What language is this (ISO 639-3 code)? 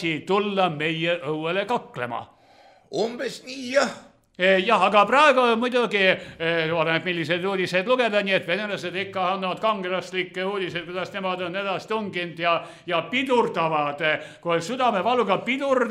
est